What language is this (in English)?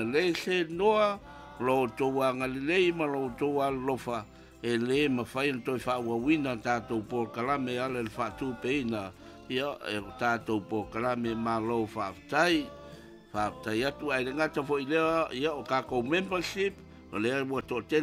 Samoan